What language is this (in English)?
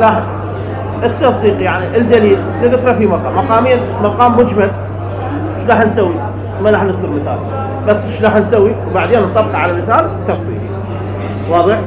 Mesopotamian Arabic